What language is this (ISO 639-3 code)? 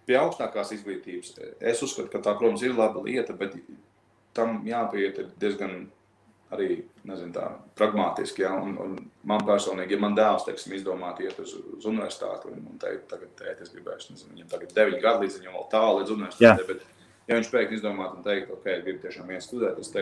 lav